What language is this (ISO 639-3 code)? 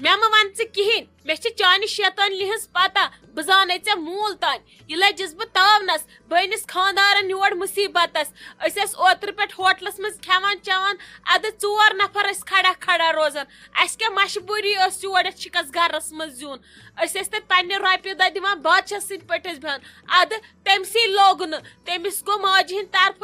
kas